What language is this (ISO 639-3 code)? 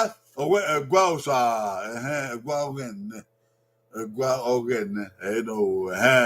bin